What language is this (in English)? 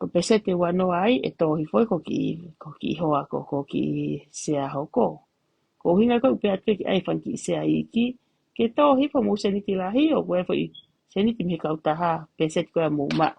Tongan